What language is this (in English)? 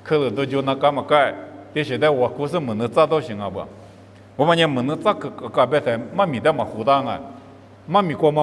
Lisu